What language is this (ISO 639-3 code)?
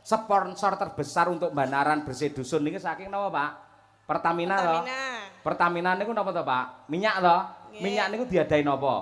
jav